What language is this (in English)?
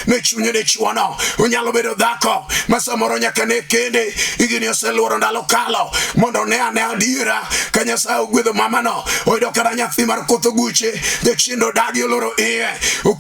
Luo (Kenya and Tanzania)